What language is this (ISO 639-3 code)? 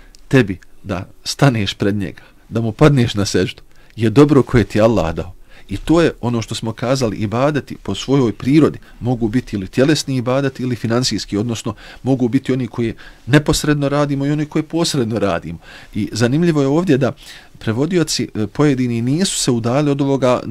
bos